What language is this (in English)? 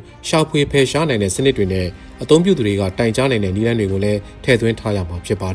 Burmese